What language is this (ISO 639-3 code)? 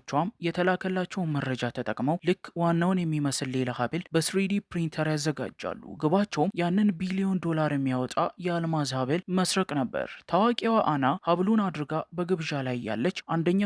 amh